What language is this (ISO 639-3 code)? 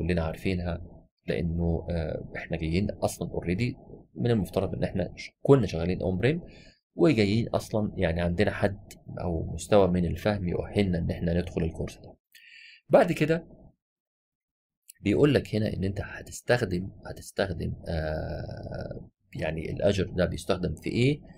arz